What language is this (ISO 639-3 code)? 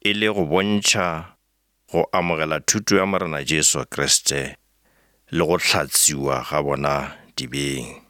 nso